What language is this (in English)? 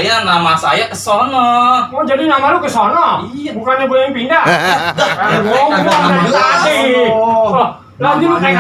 Betawi